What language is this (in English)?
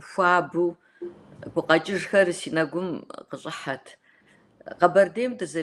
Kabardian